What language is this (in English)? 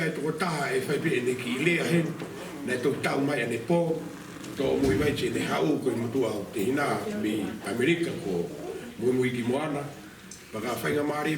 Tongan